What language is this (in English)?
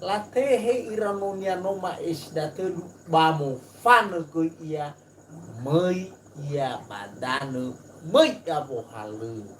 Nias